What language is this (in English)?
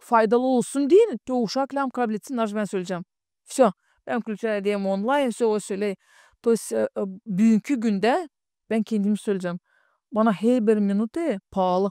Gagauz